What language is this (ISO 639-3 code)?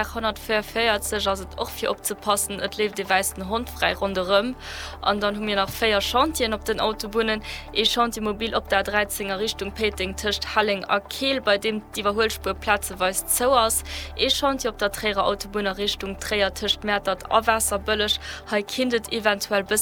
ltz